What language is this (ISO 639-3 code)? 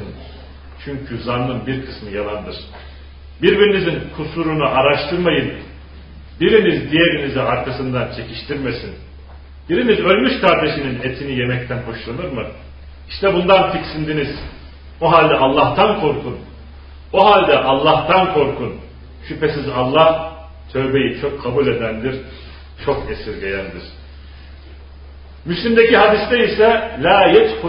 tur